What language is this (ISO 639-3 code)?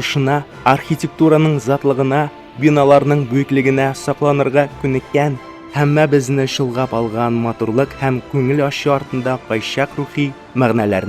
tat